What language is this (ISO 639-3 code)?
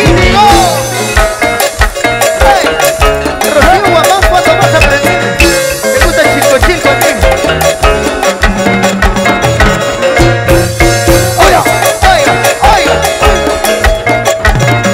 spa